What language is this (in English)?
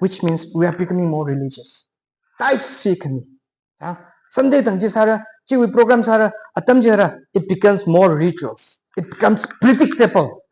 Tangkhul Naga (India)